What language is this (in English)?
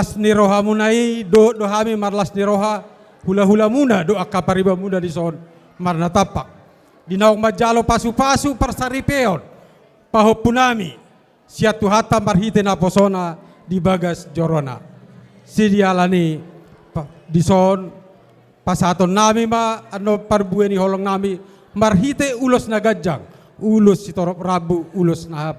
Batak Toba